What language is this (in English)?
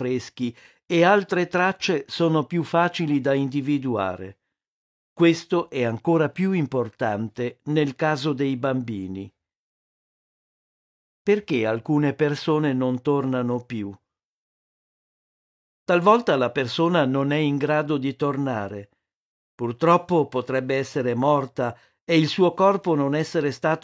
Italian